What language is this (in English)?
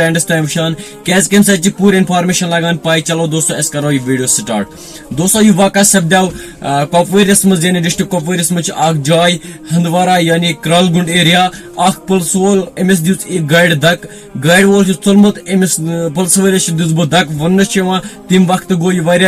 Kashmiri